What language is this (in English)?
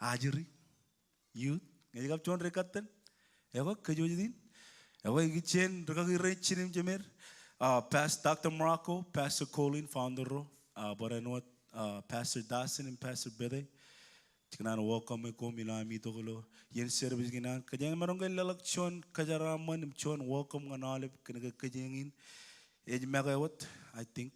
Marshallese